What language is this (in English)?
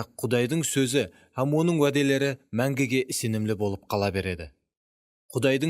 Kara-Kalpak